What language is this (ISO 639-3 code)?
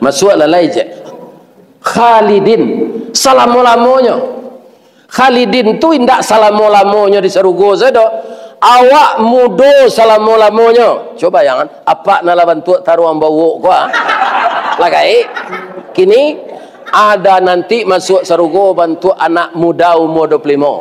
min